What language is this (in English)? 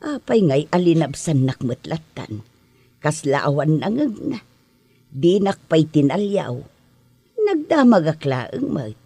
Iloko